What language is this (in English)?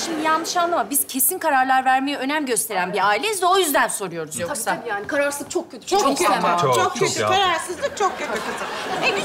Turkish